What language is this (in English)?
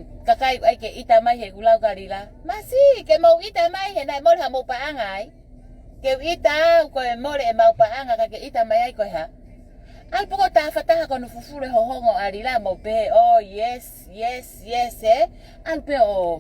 Tongan